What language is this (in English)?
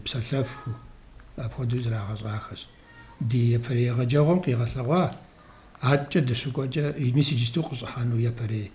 Kabardian